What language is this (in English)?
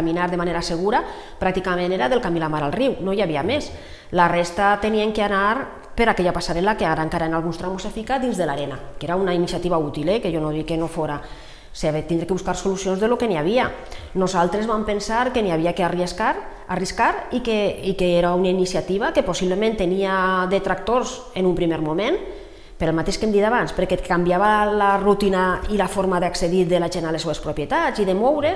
Catalan